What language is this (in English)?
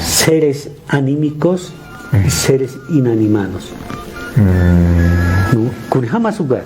Aymara